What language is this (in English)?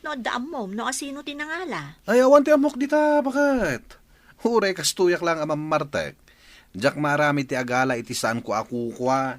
Iloko